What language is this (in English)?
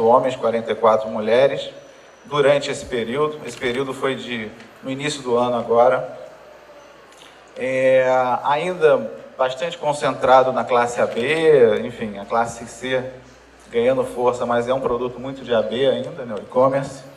Portuguese